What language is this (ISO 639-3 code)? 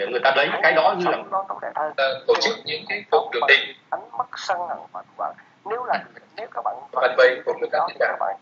vie